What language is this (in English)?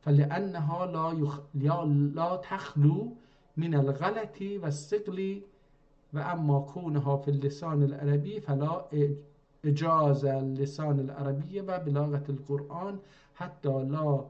South Azerbaijani